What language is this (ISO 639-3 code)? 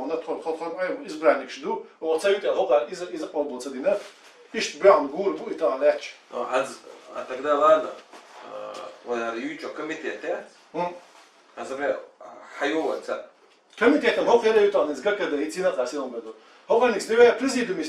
che